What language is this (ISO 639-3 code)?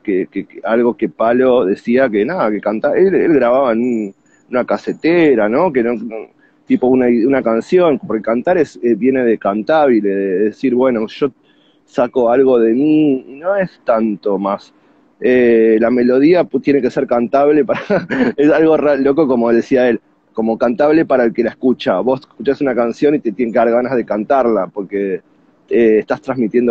spa